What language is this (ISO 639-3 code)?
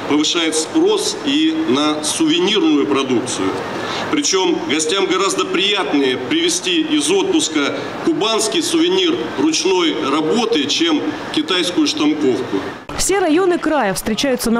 rus